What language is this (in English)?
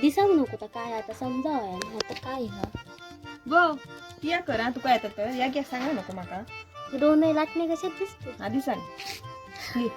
Konkani